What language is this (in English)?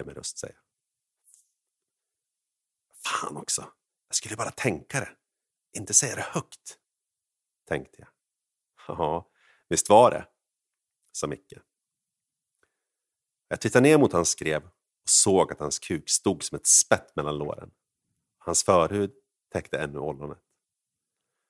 Swedish